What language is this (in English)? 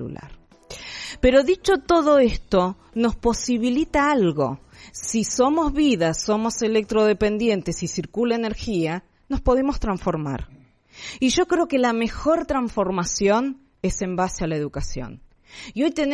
Spanish